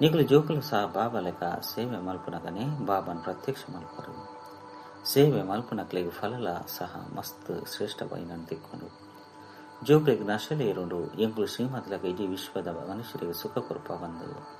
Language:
Tulu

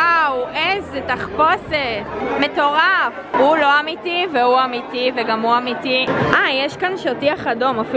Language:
Hebrew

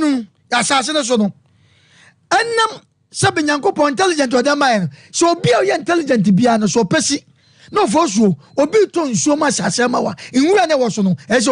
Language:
Akan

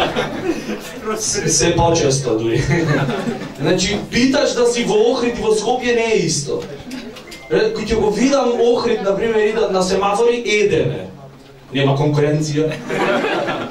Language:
Macedonian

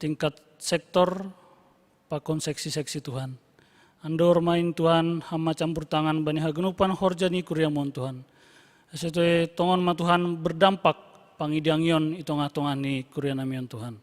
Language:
Batak Simalungun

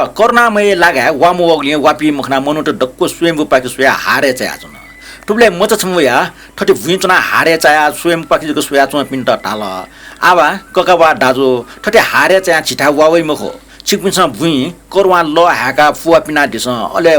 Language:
Newari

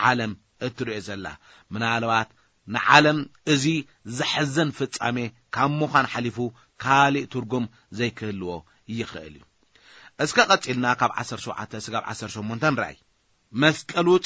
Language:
Tigrinya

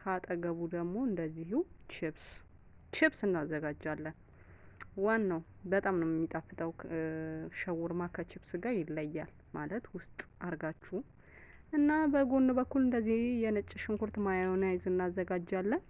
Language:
Amharic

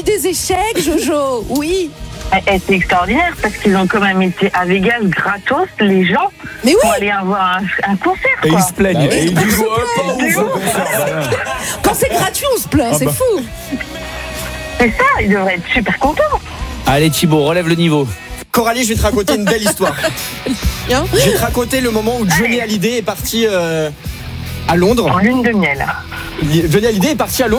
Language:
French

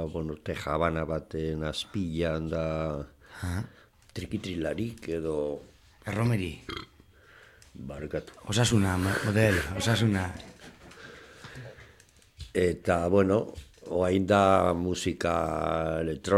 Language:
Basque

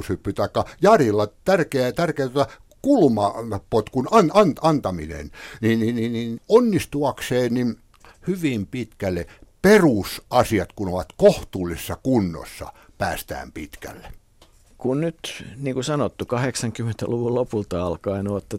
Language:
Finnish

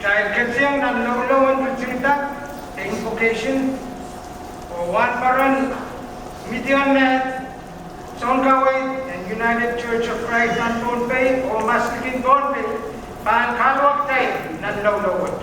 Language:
Pohnpeian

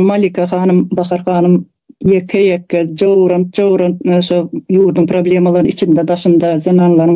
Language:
Turkmen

